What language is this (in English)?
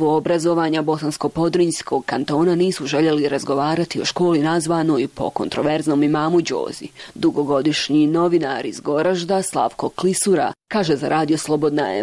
Bosnian